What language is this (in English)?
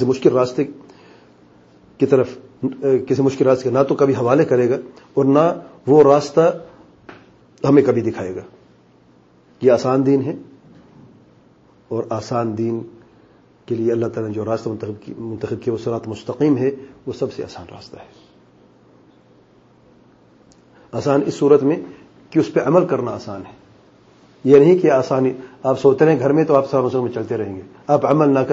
Urdu